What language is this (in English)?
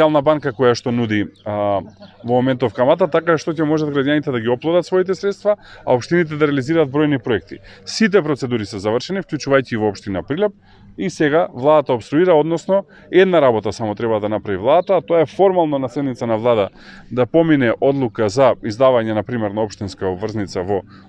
Macedonian